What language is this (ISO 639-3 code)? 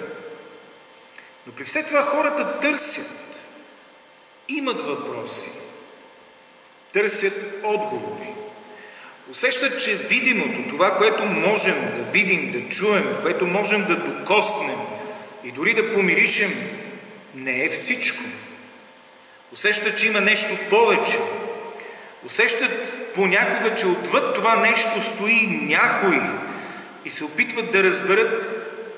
bul